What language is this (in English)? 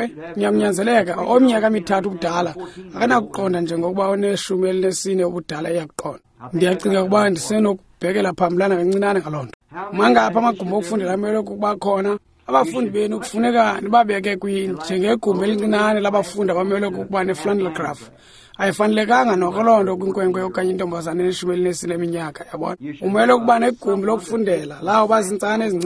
Xhosa